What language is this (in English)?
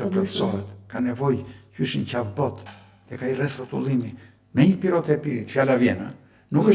Albanian